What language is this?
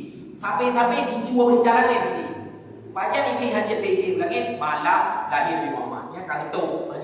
Achinese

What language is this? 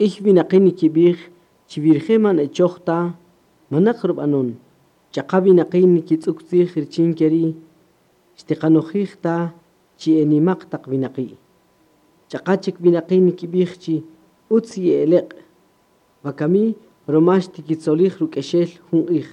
Kaqchikel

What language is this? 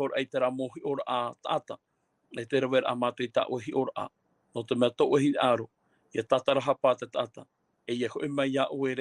Tahitian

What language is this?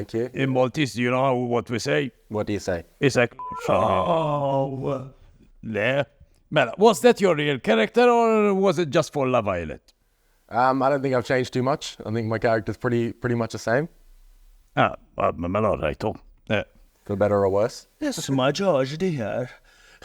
English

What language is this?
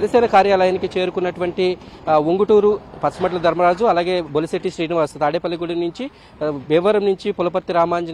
Telugu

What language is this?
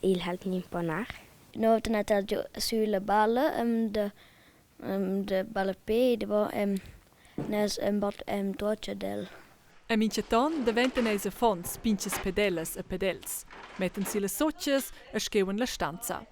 Romansh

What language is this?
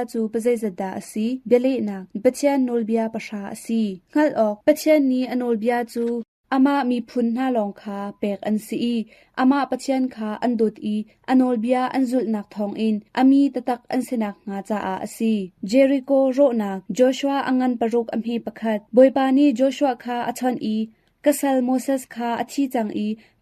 Hakha Chin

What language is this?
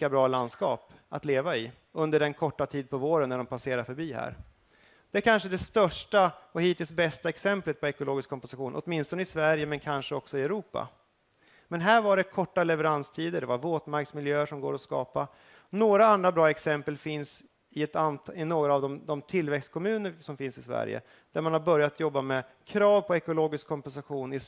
Swedish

